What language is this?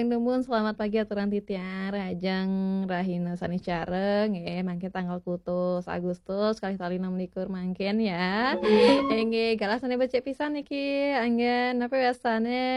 Balinese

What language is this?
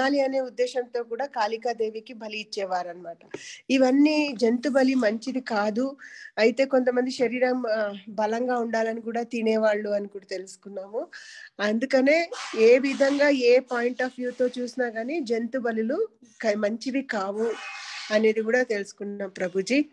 Telugu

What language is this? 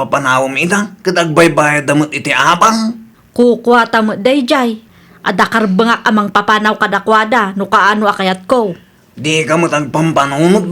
Iloko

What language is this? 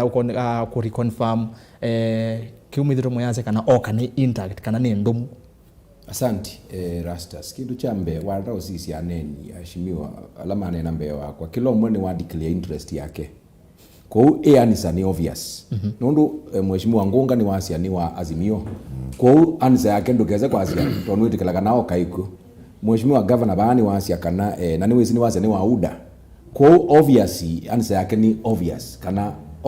Kamba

